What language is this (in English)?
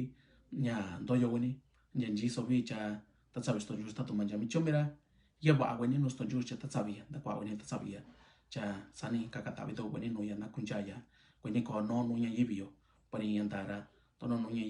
Mixtepec Mixtec